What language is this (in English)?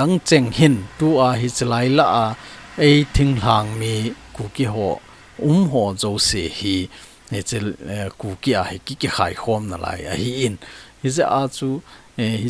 Thado Chin